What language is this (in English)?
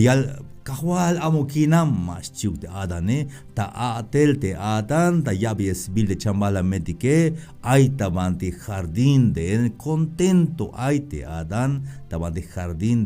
Tzeltal